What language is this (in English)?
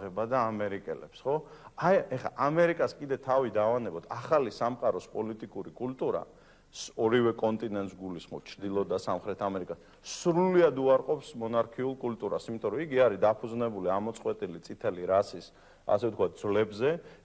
Georgian